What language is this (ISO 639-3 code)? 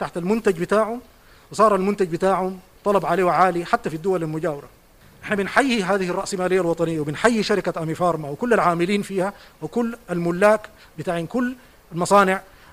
apd